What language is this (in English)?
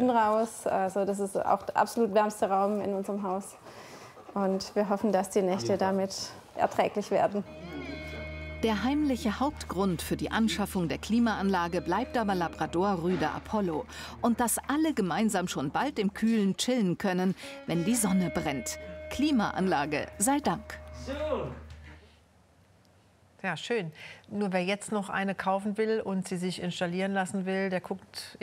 German